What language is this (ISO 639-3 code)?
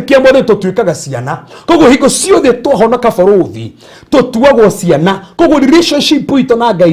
kik